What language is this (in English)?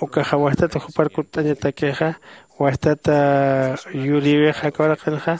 Aymara